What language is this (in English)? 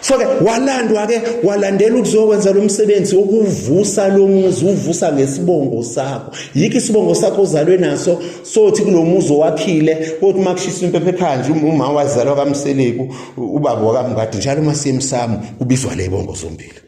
Zulu